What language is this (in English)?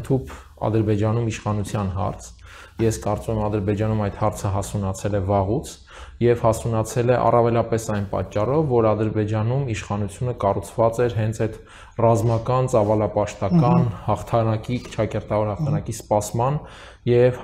Armenian